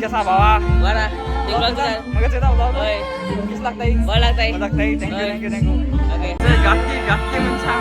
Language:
Konkani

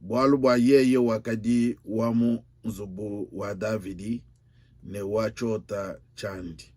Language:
Luba-Lulua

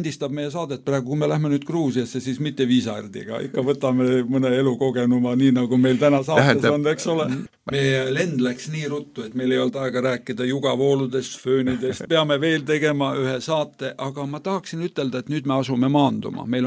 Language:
Estonian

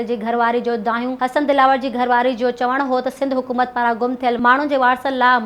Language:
Sindhi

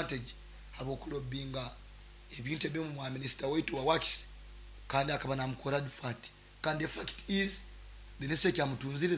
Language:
Nyankole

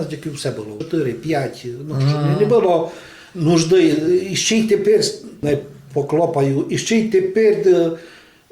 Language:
Rusyn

